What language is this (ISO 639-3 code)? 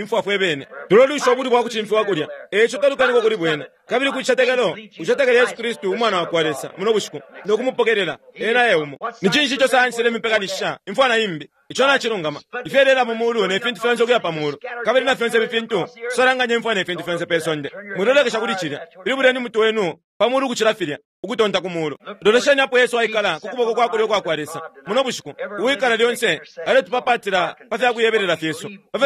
bem